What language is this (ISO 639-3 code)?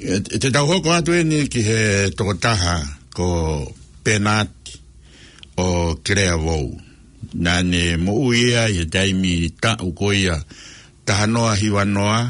ton